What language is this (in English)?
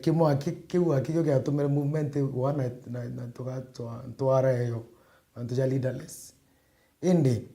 Meru